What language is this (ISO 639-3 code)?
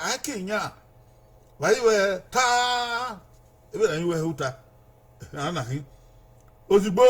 bin